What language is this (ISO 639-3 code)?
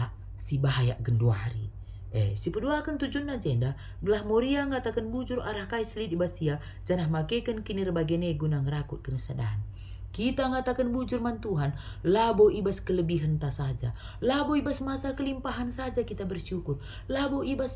btx